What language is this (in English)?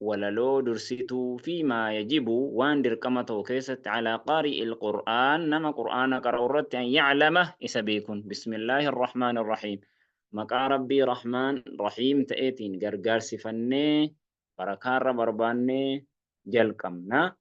Oromo